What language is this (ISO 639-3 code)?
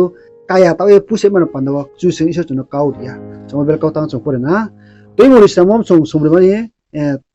ria